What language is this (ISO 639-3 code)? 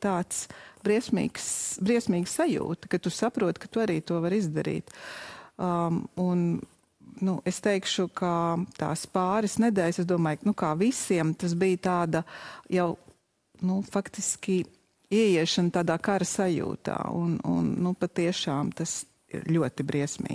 lav